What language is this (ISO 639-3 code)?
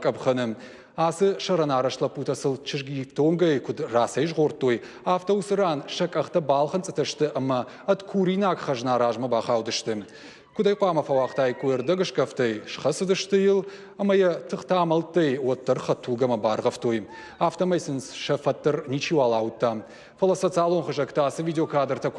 oss